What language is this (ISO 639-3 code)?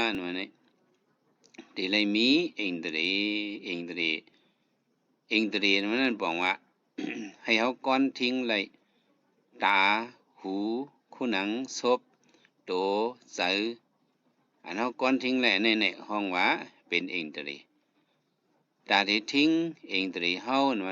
shn